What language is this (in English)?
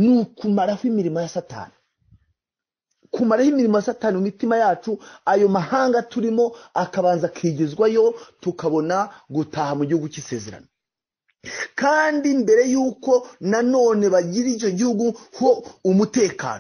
Kinyarwanda